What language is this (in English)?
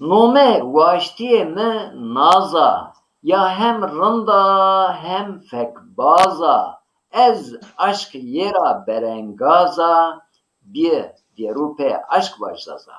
Zaza